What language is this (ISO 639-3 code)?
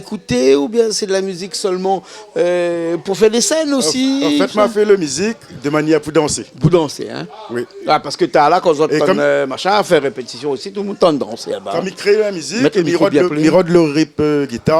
rcf